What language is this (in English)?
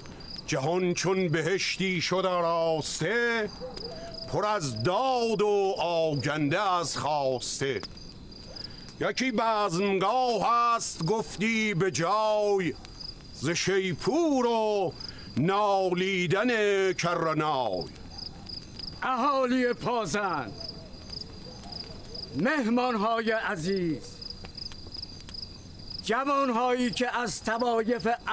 Persian